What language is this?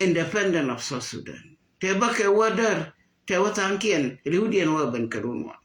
Nuer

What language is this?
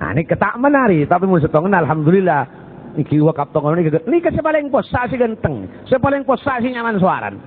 Madurese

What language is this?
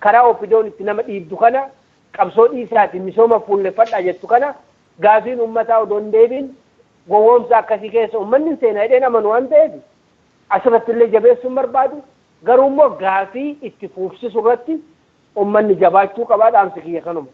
Oromo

